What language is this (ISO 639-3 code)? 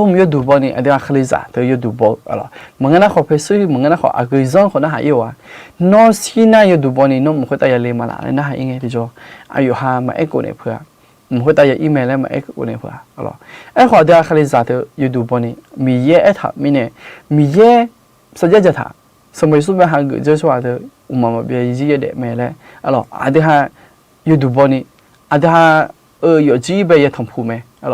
ahk